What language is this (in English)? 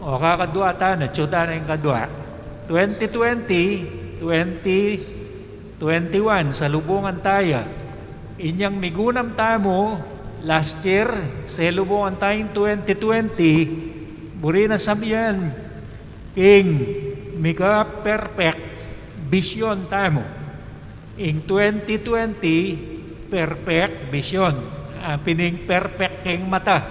Pampanga